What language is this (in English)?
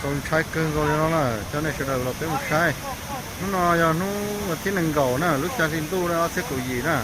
Hmong